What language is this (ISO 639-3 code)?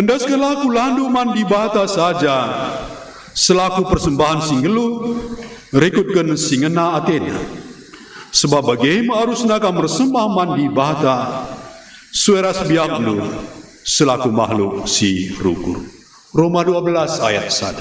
btx